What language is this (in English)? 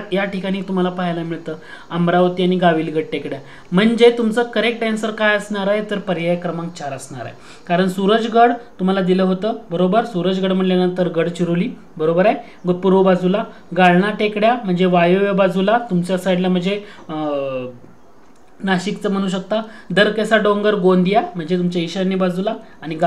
Marathi